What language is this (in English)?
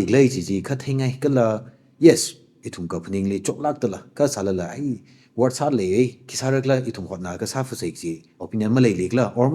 Tangkhul Naga (India)